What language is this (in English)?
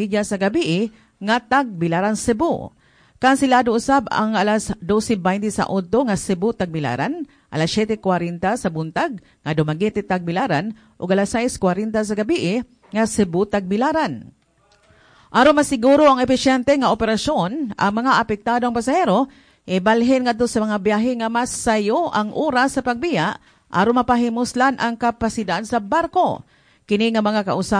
Cebuano